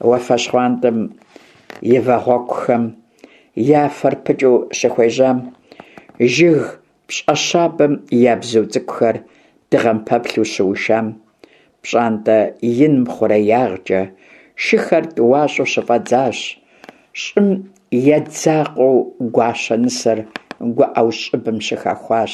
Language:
Kabardian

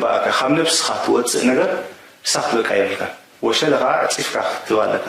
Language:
Tigrinya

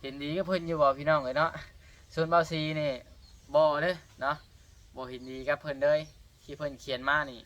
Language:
Lao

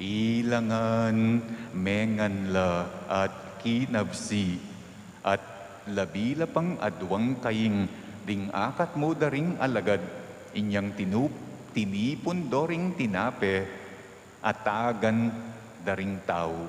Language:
Pampanga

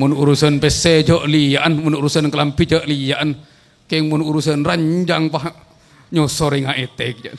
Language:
Madurese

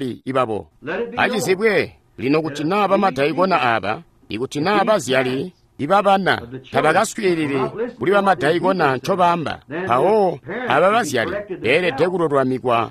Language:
Tonga (Zambia)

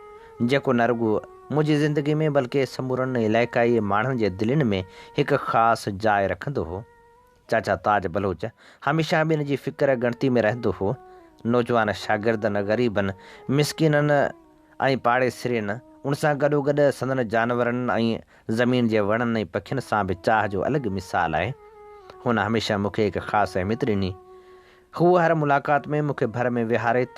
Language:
Sindhi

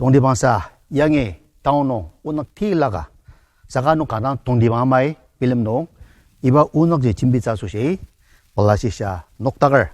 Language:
Ao Naga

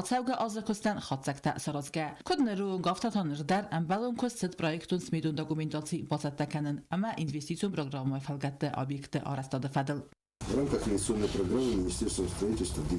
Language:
Ossetic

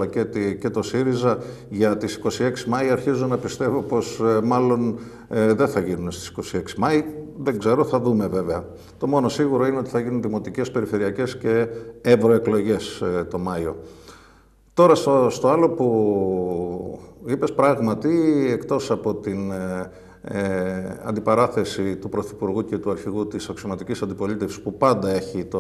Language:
Greek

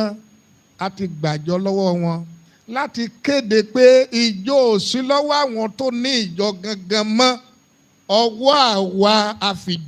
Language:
Yoruba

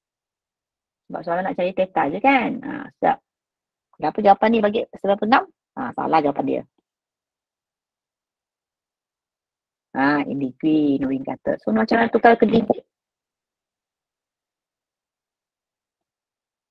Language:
Malay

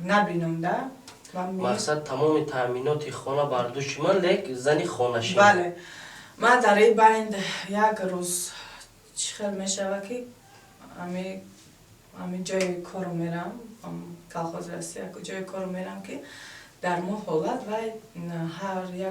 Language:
Tajik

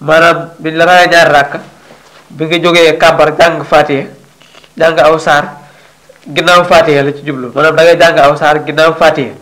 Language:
Wolof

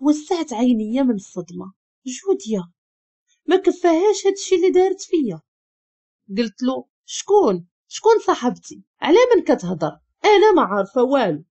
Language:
Moroccan Arabic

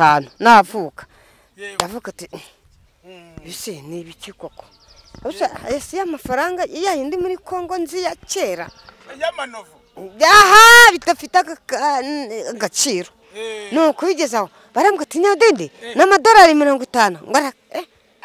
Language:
Kinyarwanda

